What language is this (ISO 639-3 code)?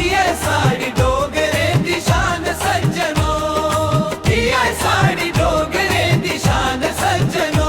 doi